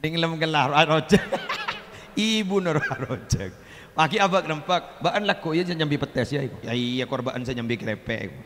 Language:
Madurese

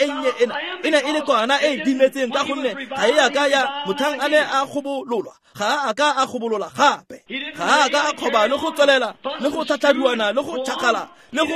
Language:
Tswana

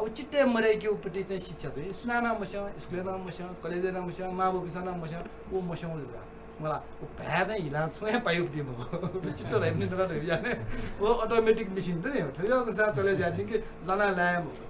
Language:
Newari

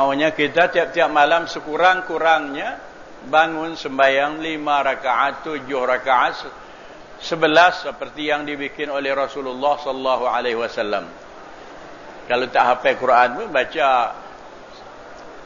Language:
Malay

